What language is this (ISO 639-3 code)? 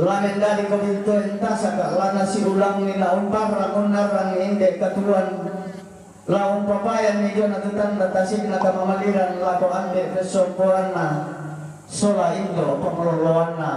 sda